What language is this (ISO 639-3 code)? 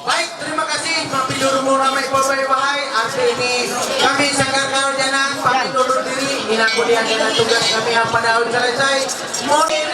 mhy